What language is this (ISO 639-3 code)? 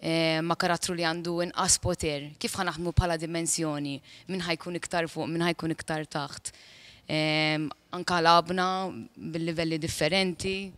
mlt